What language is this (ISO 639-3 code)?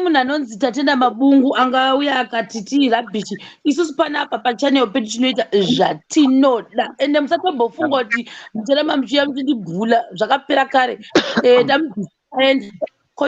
sna